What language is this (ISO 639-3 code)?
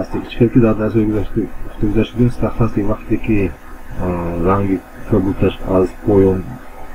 tgk